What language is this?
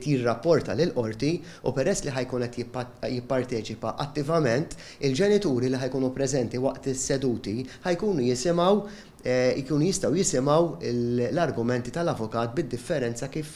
Maltese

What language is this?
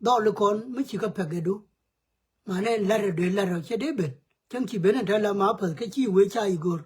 Nuer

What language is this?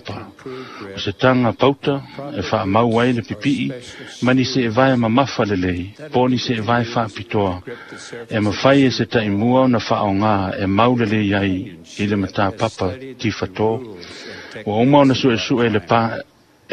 Samoan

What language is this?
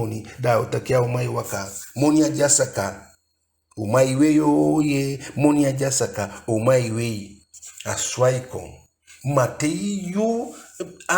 Eastern Maroon Creole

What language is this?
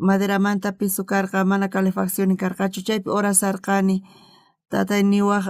South Bolivian Quechua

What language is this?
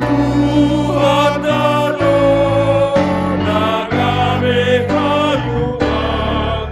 Batak Simalungun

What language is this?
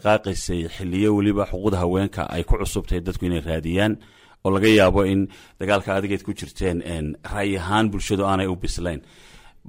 Somali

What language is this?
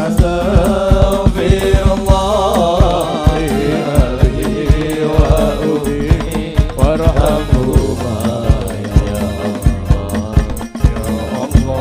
Madurese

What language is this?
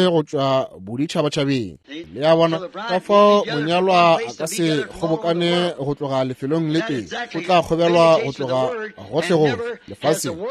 Northern Sotho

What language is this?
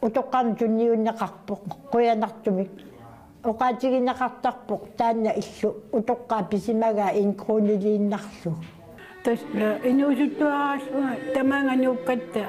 Kalaallisut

